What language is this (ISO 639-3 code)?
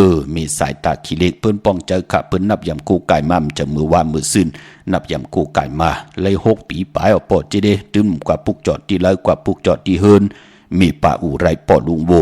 shn